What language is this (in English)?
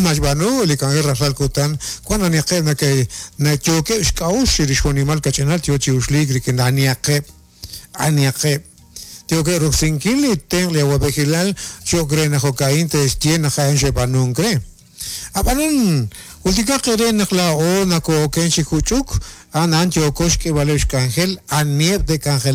Kekchí